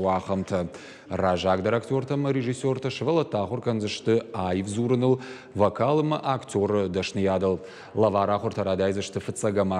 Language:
Ossetic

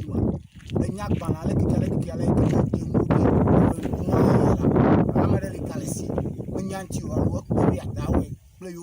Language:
Ewe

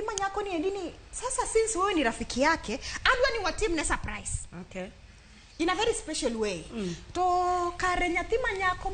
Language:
Luo (Kenya and Tanzania)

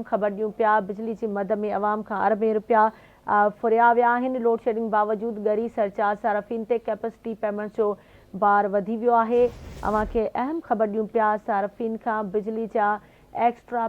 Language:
Sindhi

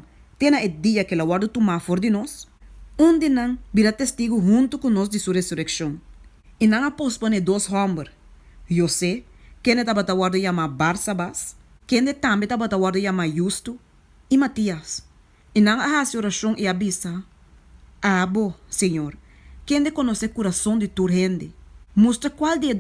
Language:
Papiamento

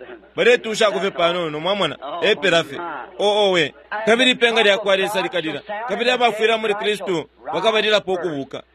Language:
Bemba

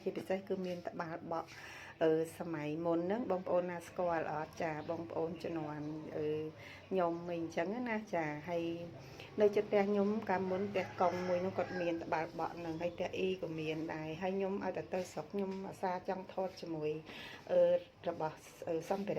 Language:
Khmer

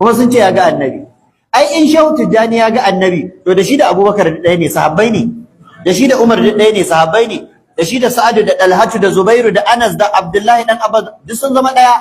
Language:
Hausa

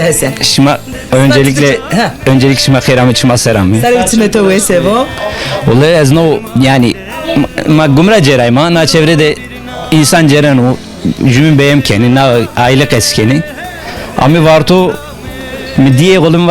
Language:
Zaza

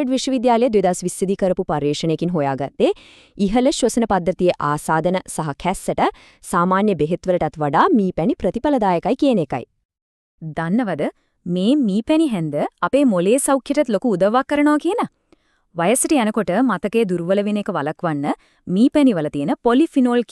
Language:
Sinhala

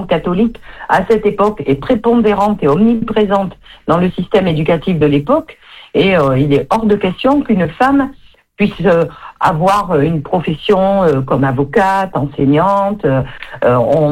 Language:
French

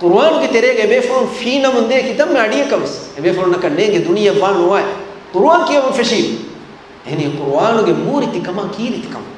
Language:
Divehi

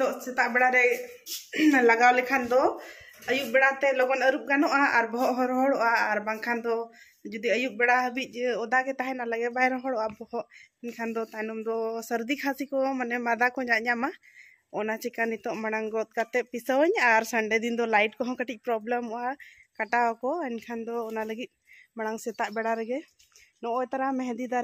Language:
Santali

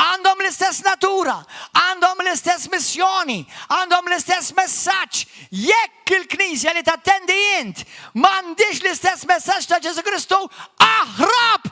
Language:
Maltese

